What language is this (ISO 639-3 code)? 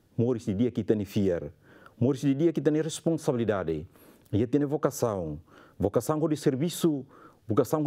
tet